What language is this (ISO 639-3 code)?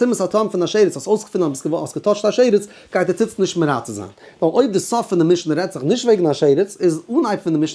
yid